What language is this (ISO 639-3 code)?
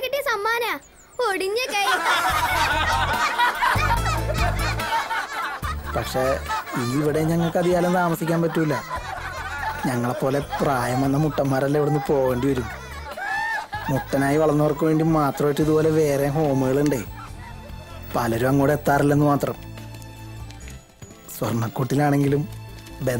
mal